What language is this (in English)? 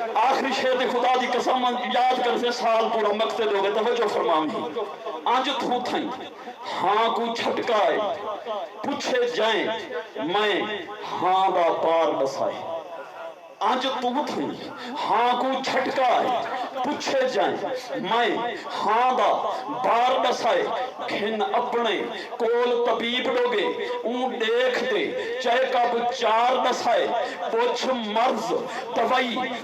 Saraiki